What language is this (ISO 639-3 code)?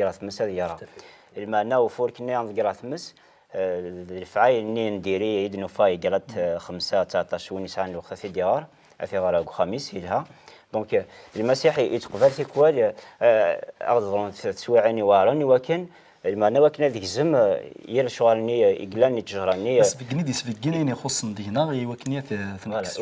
kab